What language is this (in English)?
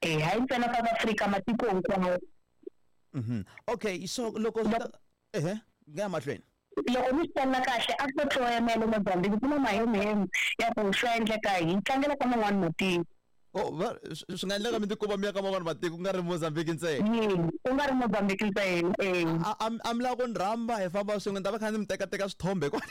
Tsonga